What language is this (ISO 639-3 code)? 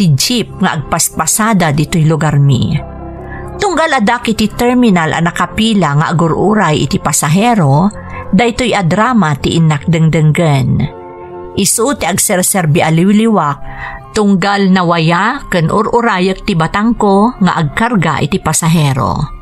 ilo